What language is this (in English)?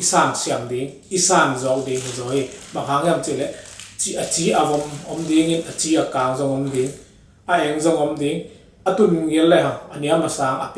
Tedim Chin